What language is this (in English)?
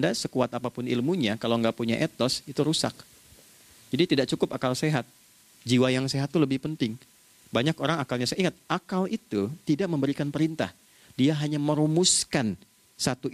Indonesian